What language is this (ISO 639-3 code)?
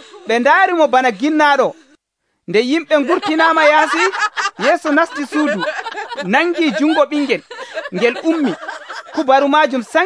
fuv